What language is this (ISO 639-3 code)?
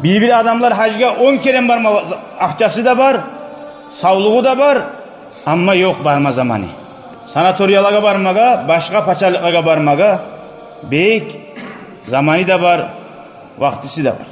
kum